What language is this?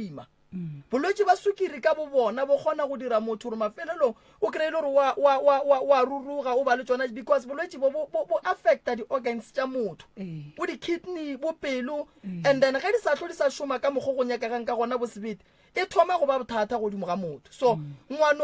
Northern Sotho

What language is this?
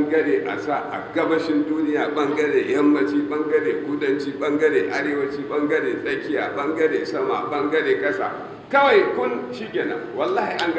Hausa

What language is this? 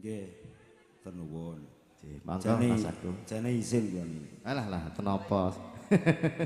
Javanese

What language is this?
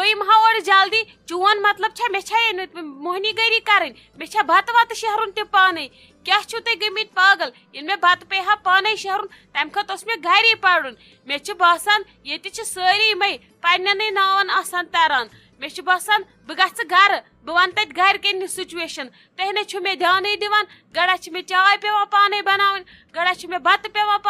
Kashmiri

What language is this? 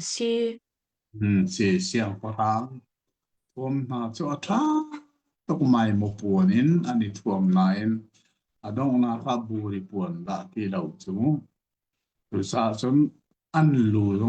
Hakha Chin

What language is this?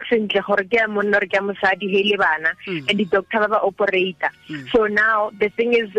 Tswana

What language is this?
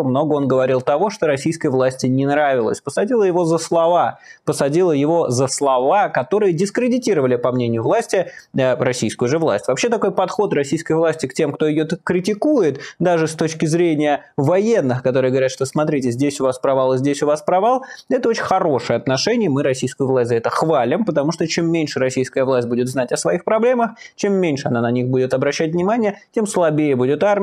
Russian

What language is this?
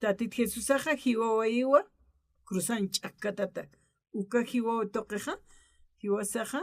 Aymara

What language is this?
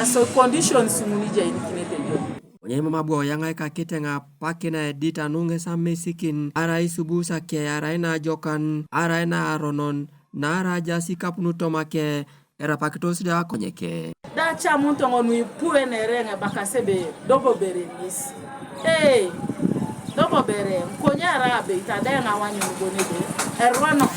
Teso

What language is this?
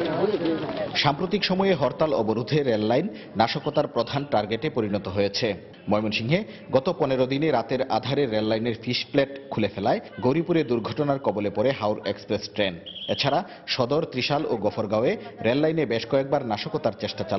Bangla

